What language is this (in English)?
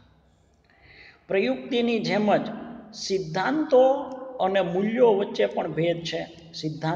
Gujarati